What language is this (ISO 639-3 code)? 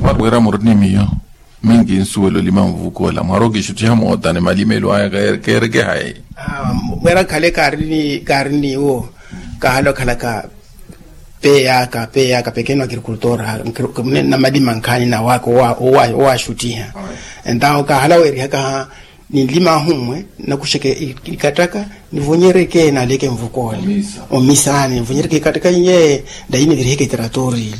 vmw